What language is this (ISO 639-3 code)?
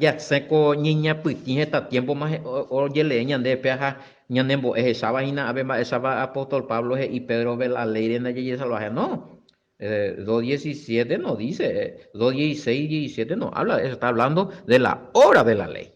grn